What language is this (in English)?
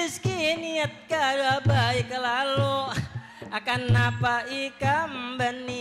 Banjar